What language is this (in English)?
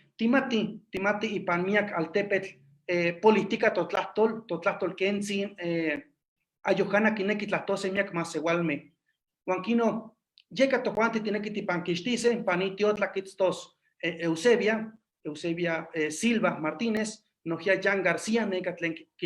Eastern Huasteca Nahuatl